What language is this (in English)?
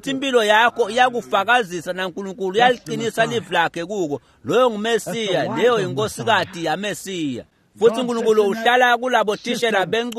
Swati